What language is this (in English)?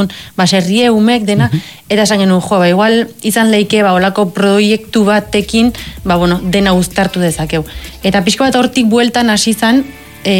Basque